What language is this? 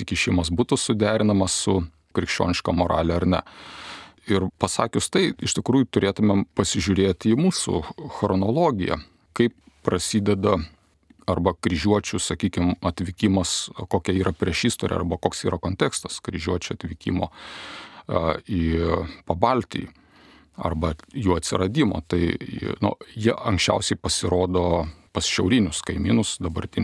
Lithuanian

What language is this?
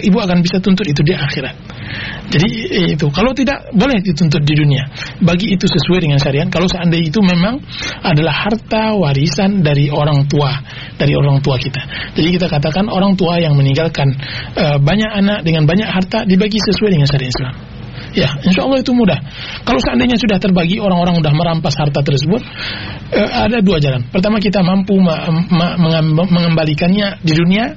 Indonesian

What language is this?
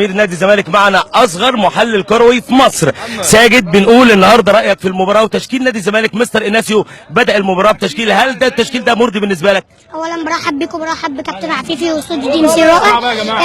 Egyptian Arabic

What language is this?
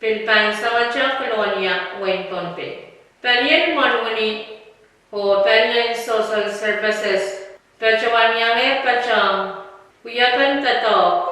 Pohnpeian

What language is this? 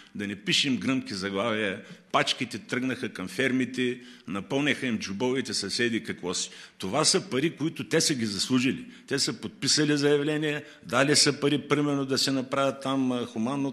Bulgarian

